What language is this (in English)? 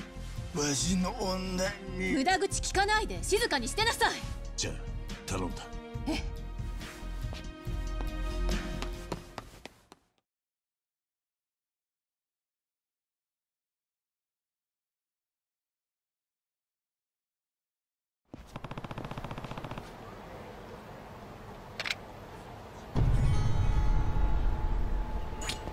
Japanese